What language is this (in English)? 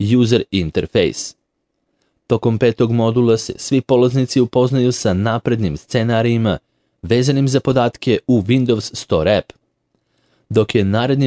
Serbian